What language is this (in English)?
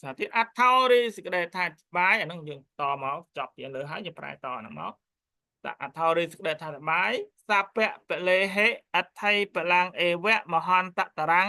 Khmer